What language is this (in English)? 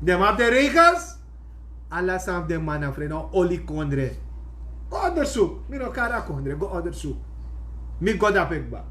Sranan Tongo